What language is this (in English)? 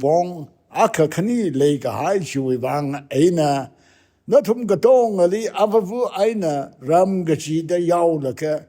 Tangkhul Naga (India)